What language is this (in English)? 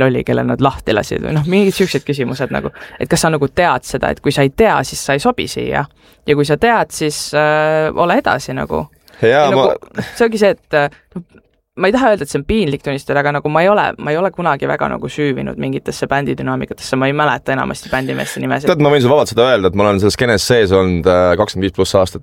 Estonian